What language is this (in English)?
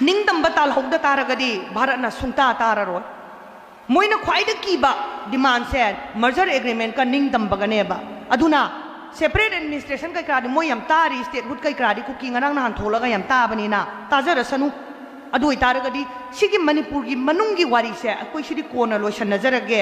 Manipuri